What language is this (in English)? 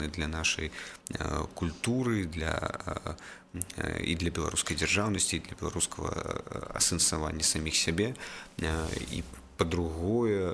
Belarusian